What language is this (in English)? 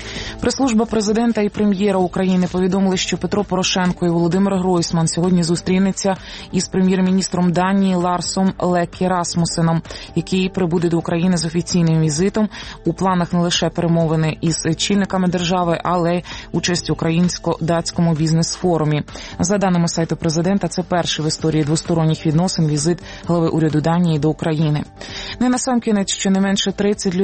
Ukrainian